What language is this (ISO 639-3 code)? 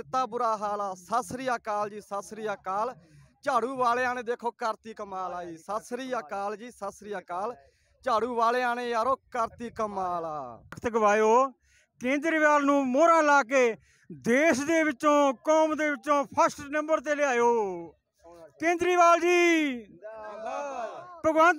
pan